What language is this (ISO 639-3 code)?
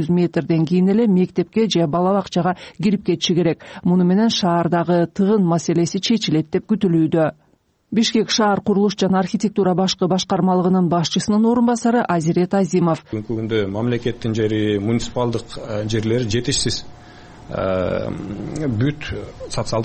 kir